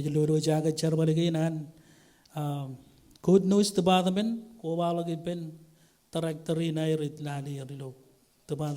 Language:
Marshallese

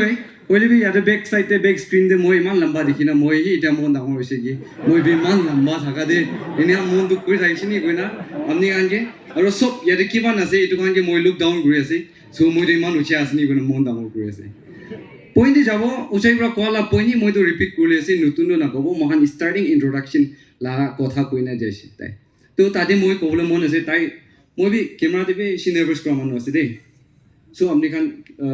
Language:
Naga Pidgin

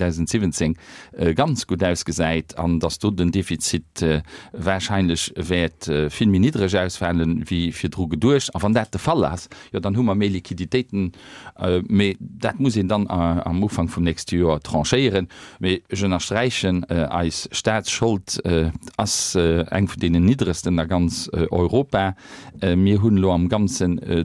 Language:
Luxembourgish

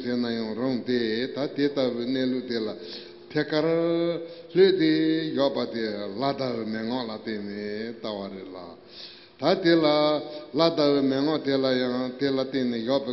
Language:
Tibetan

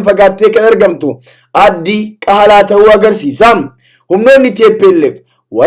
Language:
Oromo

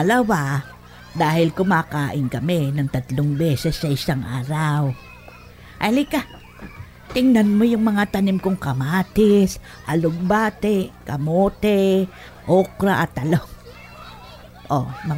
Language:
Filipino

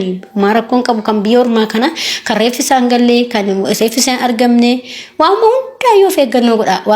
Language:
Oromo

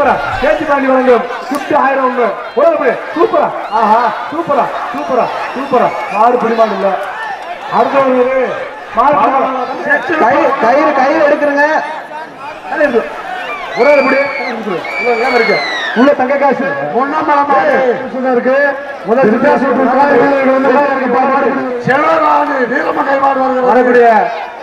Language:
Tamil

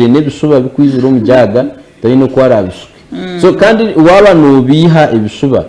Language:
Nyankole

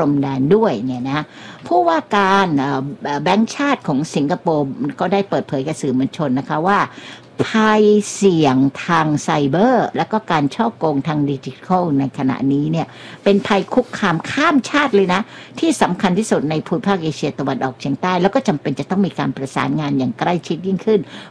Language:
Thai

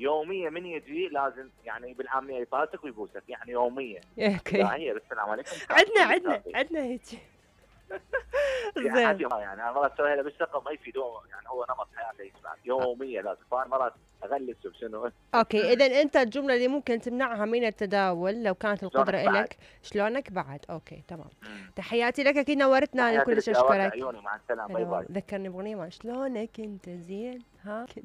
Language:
Mesopotamian Arabic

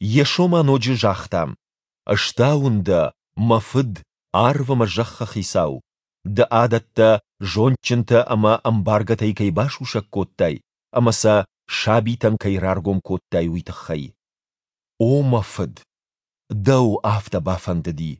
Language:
Ossetic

